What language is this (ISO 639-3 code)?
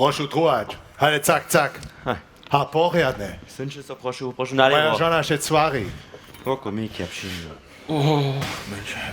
hsb